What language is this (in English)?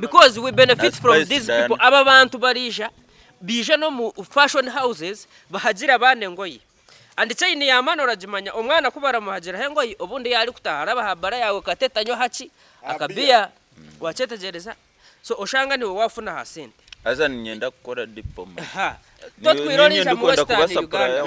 Nyankole